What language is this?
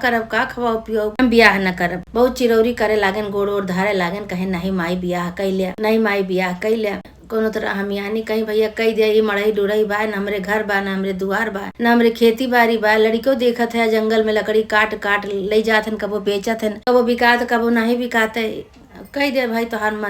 Awadhi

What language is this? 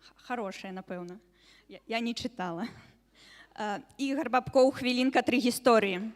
Belarusian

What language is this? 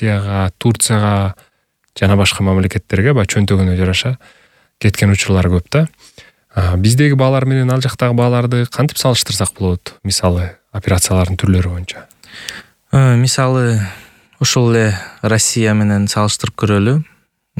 Kyrgyz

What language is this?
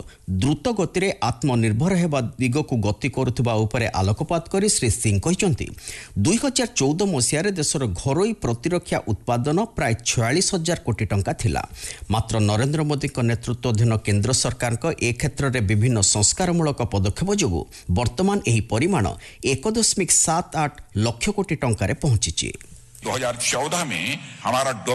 Odia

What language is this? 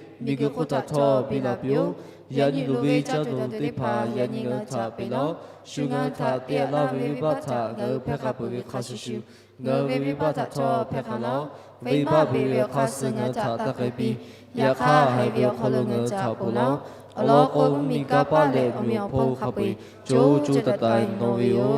Lahu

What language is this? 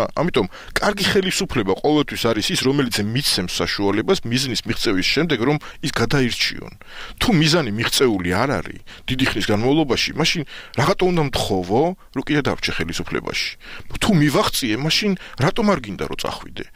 Georgian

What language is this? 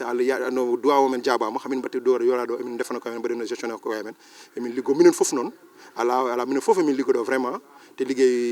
Fula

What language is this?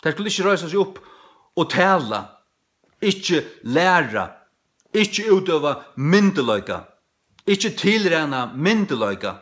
Faroese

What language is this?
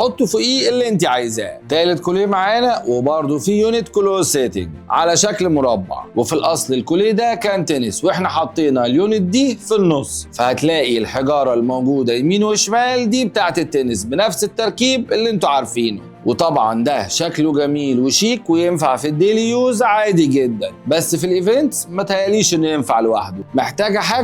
Egyptian Arabic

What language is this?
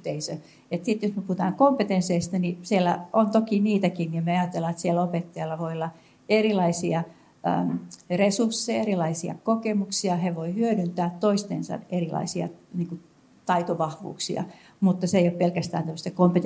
Finnish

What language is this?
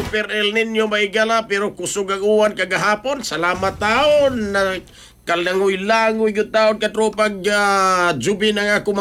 Cebuano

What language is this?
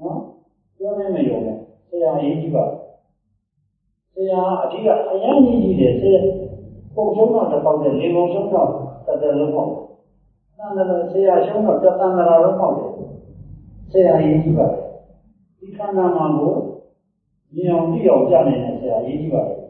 Burmese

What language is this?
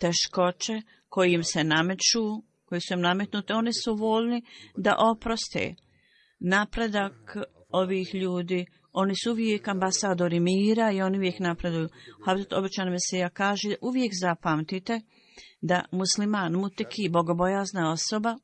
Bosnian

